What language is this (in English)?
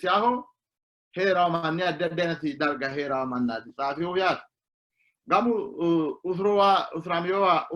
Sidamo